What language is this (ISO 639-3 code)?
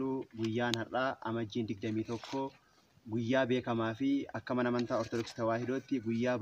orm